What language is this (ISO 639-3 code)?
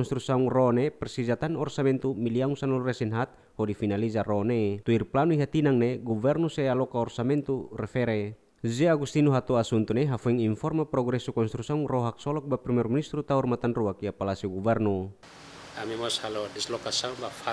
tet